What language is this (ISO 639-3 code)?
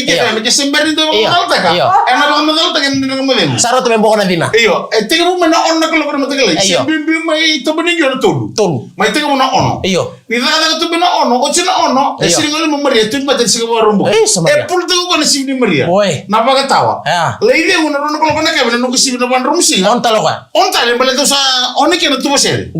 fij